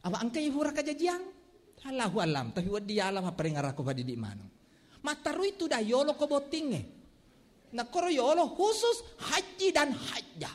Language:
Buginese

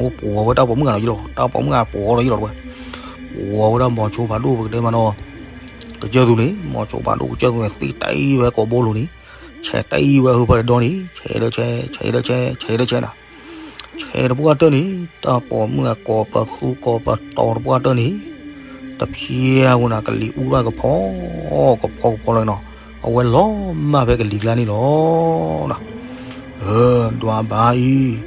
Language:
S'gaw Karen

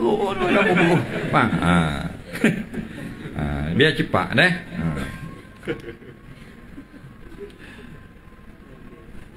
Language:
Malay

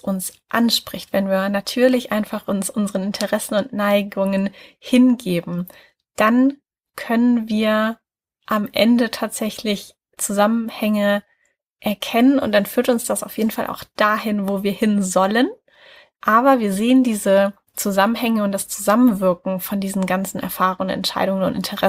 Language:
German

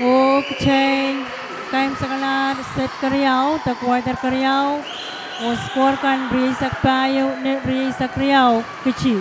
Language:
Pohnpeian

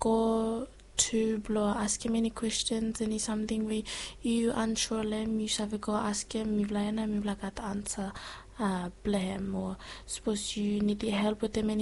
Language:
Bislama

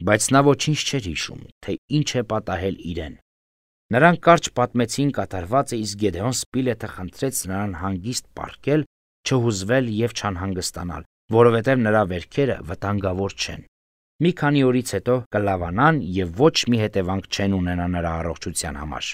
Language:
Armenian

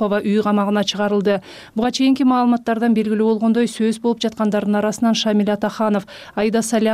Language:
Kyrgyz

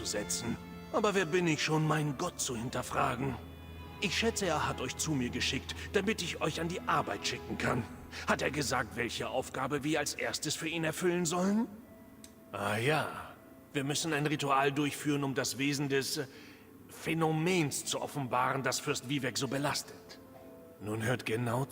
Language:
Swiss German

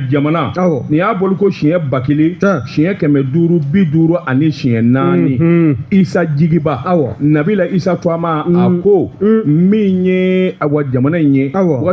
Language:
Bambara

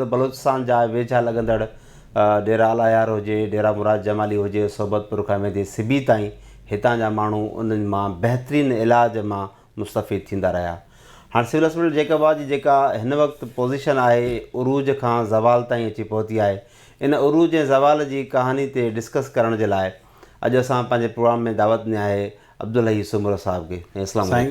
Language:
Sindhi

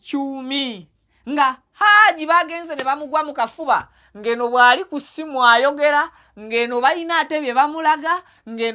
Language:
Ganda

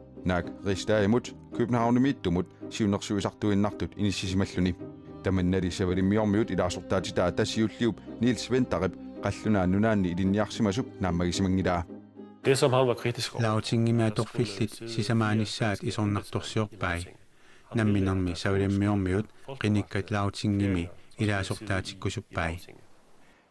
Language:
Kalaallisut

